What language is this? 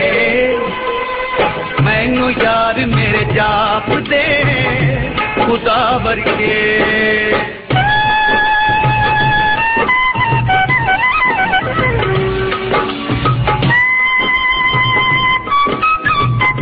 Punjabi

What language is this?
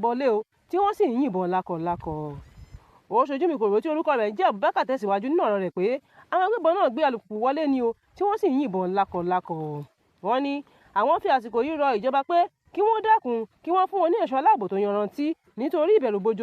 Yoruba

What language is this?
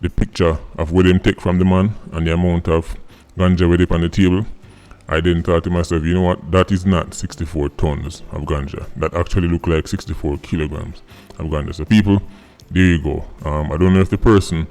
Jamaican Creole English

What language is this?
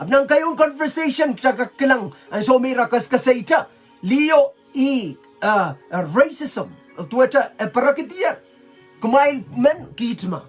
Pohnpeian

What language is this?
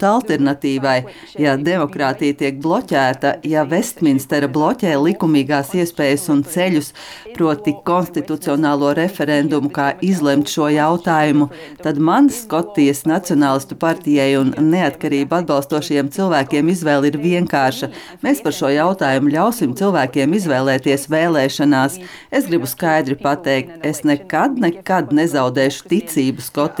Latvian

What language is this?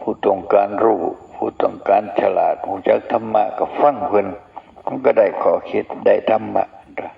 Northeastern Thai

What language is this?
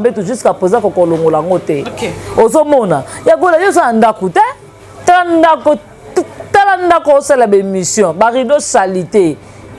Lingala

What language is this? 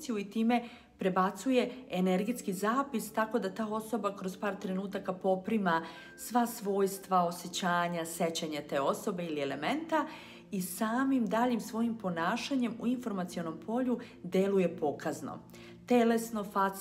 Serbian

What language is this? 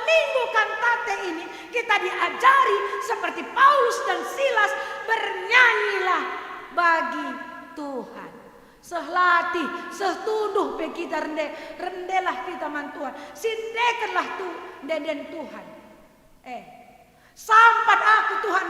Batak Karo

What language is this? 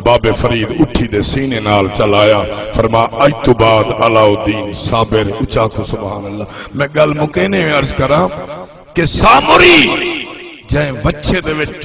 Saraiki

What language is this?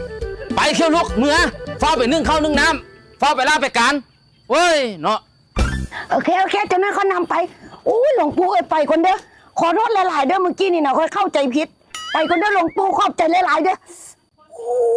Northeastern Thai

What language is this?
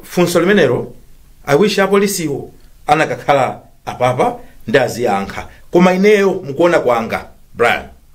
Nyanja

